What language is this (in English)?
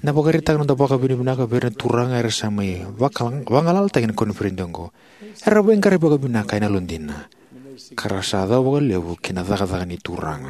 Fijian